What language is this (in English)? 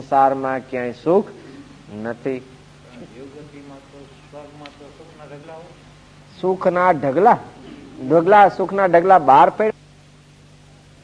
Gujarati